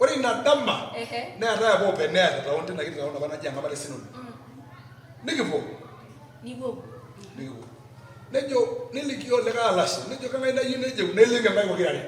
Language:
Masai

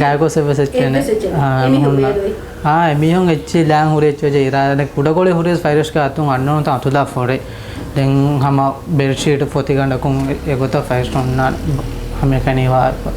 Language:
Divehi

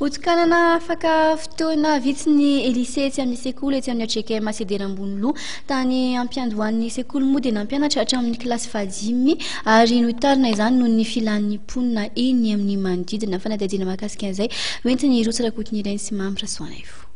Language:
Malagasy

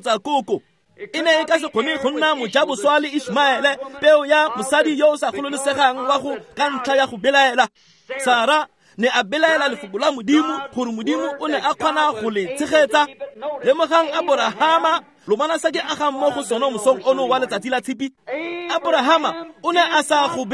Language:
Tswana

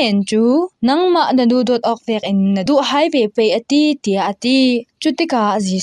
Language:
Falam Chin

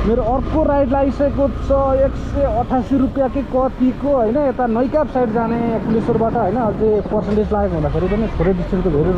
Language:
Nepali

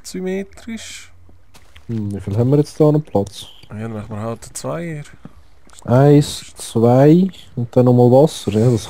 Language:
Swiss German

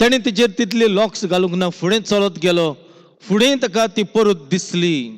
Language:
Konkani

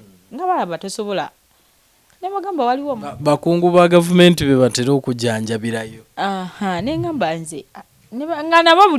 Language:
Ganda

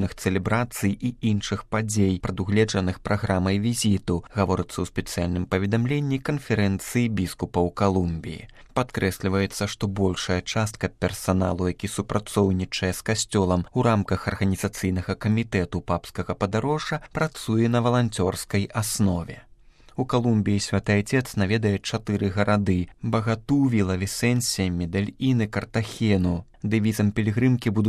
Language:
Belarusian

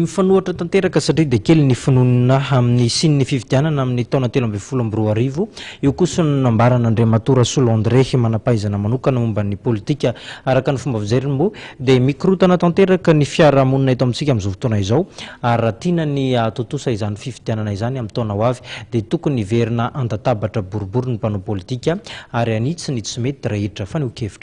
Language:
Malagasy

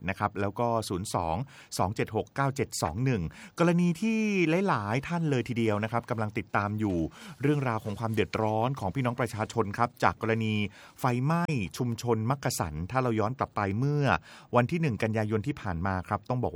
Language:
Thai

